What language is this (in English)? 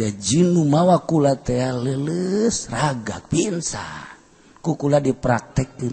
Sundanese